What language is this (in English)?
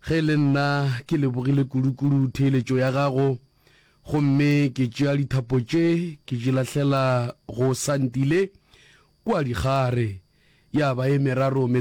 Northern Sotho